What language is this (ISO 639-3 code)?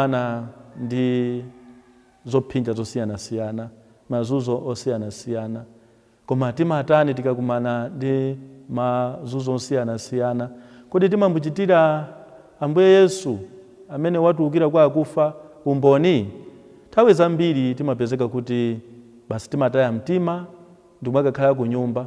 nya